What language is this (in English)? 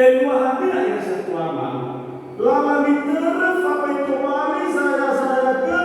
Nias